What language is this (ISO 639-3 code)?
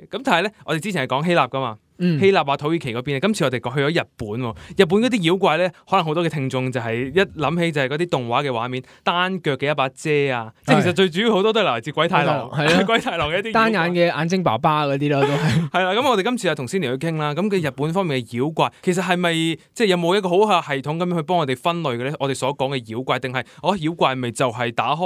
yue